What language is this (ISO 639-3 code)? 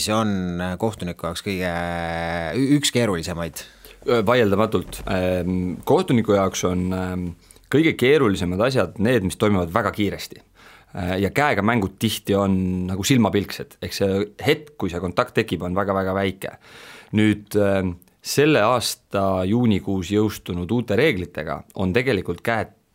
est